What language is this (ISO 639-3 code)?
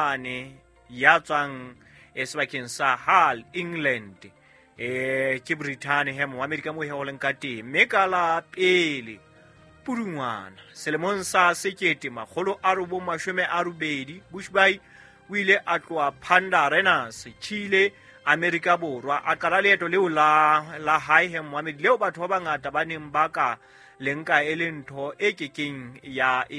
sot